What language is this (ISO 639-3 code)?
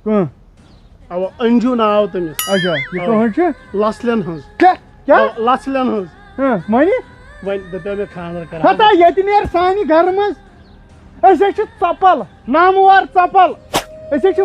kas